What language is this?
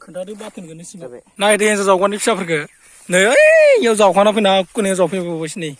Bodo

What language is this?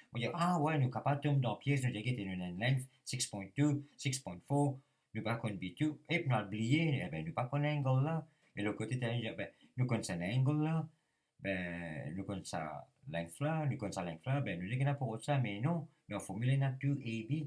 Morisyen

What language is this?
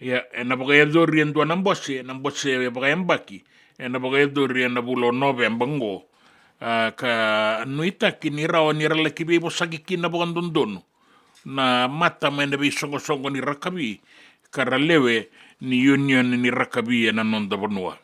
Fijian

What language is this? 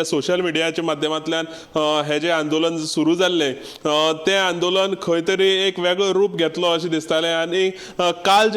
Konkani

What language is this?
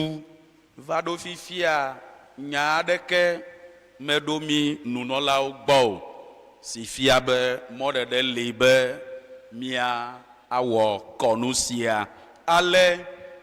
Ewe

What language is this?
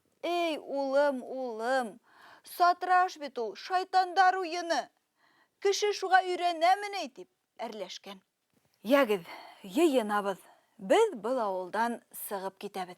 Bashkir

